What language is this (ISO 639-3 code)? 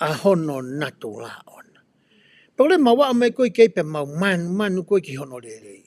ton